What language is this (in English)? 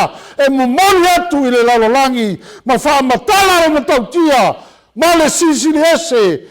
Samoan